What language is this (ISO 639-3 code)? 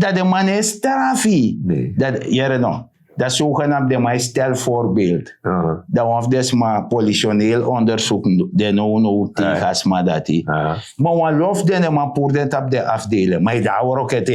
srn